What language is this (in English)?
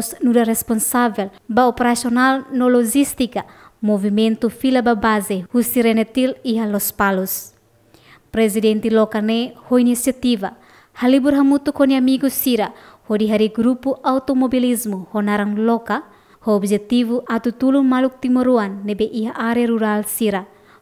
Tetum